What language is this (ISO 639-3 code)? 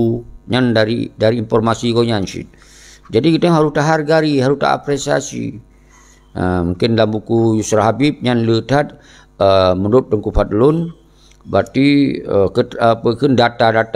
ace